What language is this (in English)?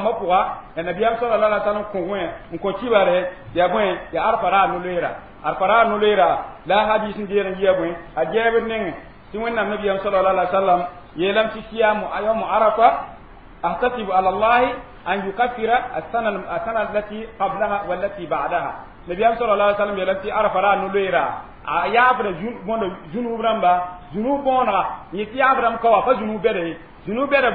Mossi